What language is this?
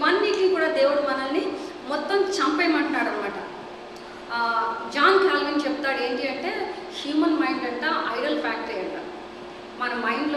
Telugu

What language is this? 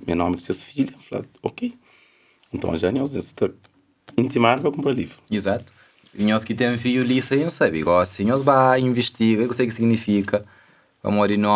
Kabuverdianu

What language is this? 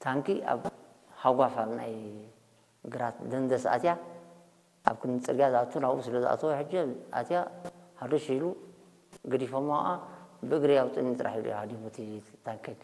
Tigrinya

